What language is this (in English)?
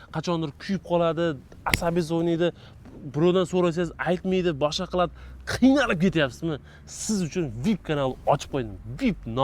Uzbek